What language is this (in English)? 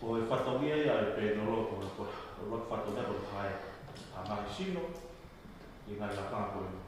Tongan